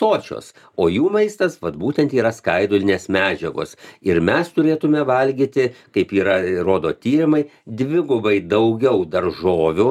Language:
Lithuanian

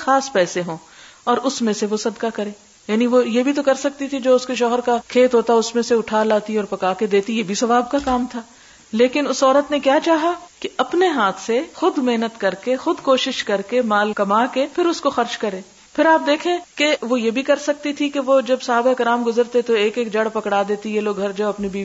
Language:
Urdu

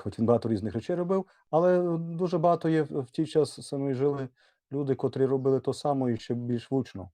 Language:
Rusyn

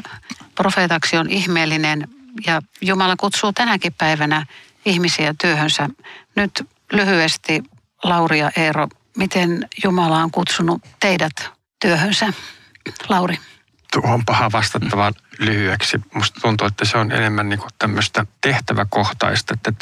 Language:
Finnish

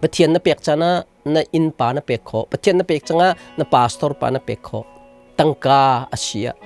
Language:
Hakha Chin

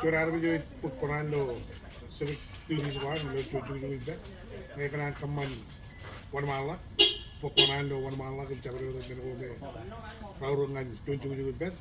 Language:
Marshallese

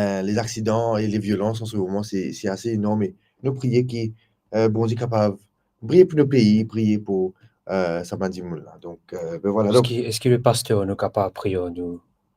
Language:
Morisyen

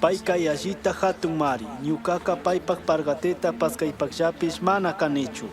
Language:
Chimborazo Highland Quichua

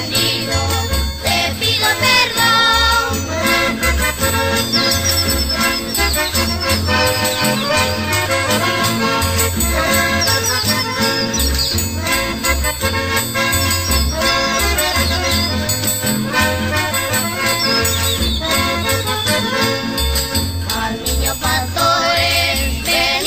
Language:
Spanish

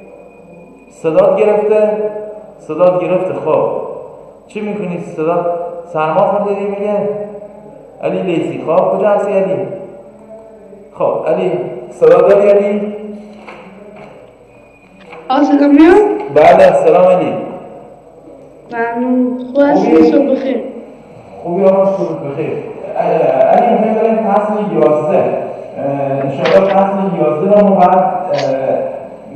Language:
Persian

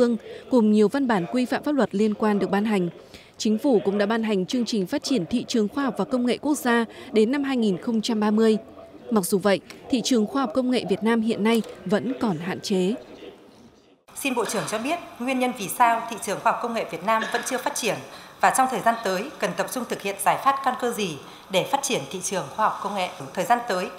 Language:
Vietnamese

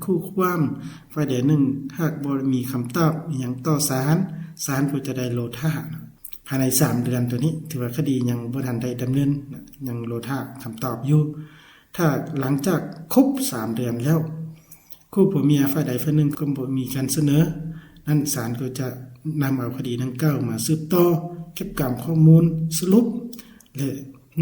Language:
Lao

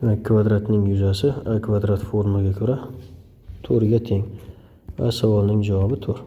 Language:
Uzbek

